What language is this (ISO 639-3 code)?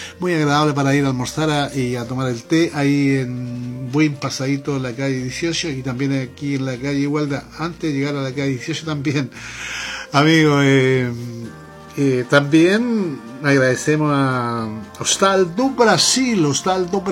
spa